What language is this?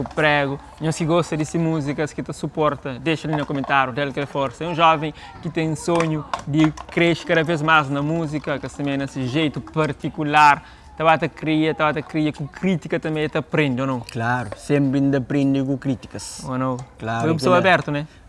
Kabuverdianu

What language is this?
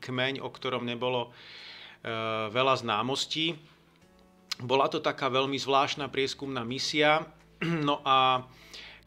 Slovak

